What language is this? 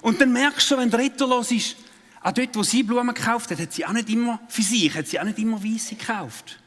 Swiss German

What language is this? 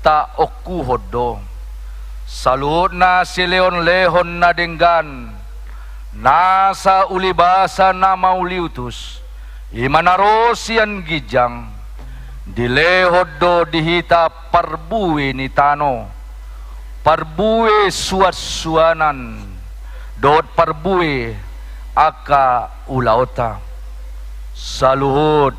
Batak Toba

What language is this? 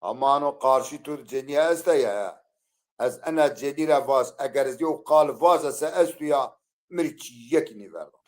Zaza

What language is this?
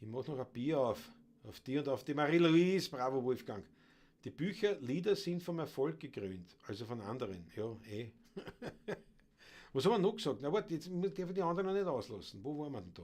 Bavarian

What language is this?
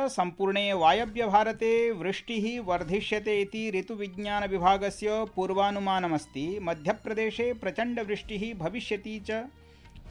Sanskrit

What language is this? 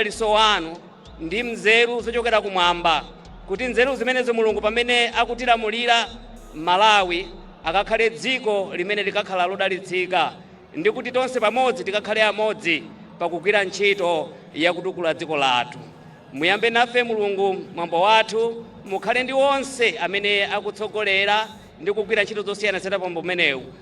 Nyanja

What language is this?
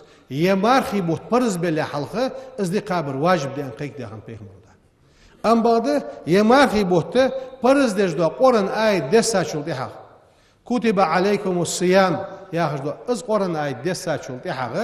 Ingush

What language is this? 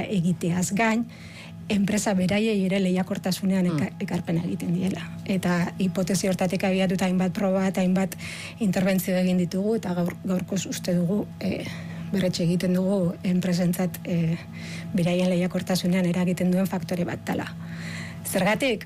Basque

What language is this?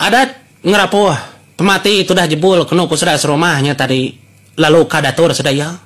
Iban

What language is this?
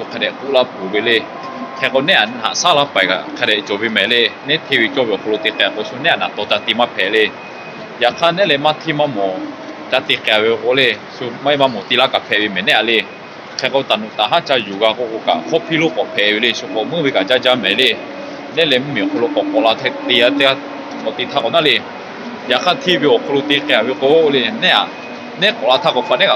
Lahu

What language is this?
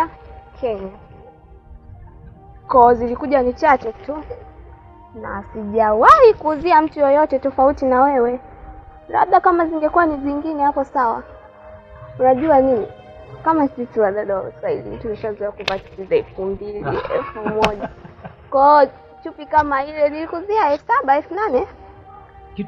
Swahili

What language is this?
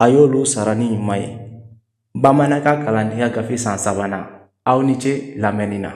Bambara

